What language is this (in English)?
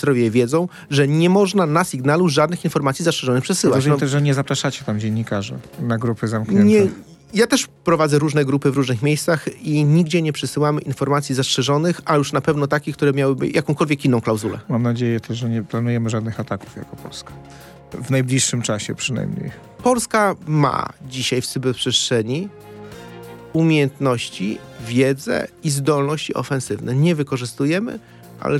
Polish